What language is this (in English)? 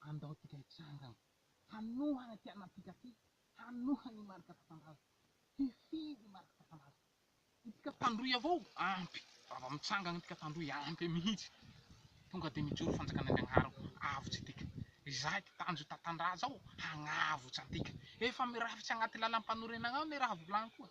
Malagasy